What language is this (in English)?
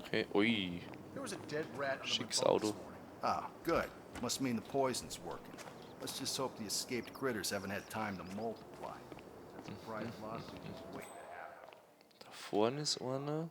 Bavarian